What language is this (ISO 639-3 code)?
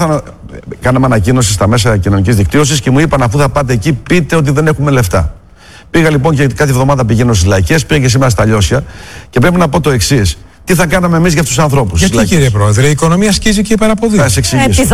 ell